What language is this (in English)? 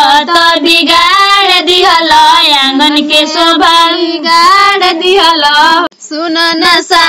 Bhojpuri